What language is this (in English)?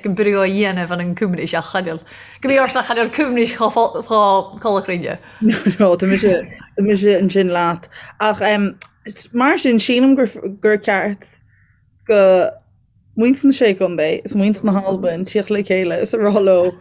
Irish